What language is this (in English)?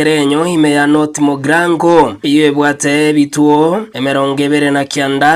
Gusii